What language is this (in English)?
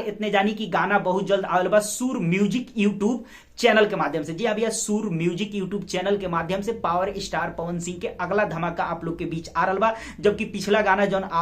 Bhojpuri